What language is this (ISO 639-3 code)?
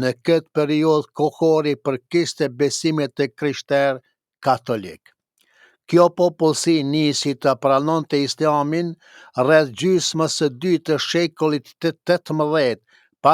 sqi